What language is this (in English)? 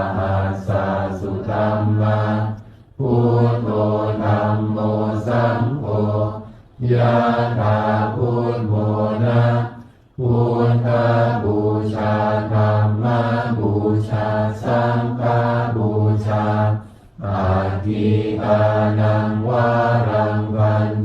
Pali